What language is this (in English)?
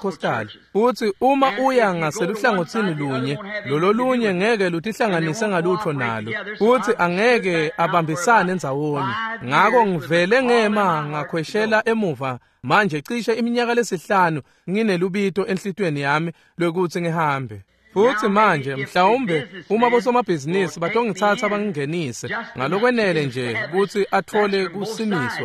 Swati